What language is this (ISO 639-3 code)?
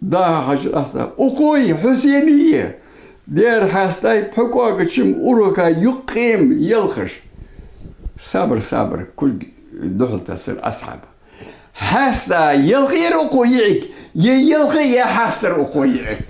inh